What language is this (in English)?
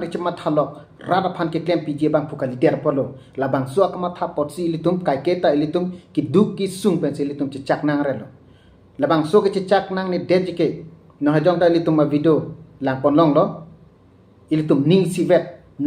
Karbi